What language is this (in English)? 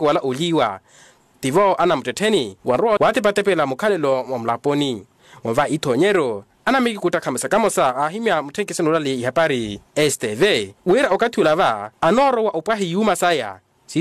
Makhuwa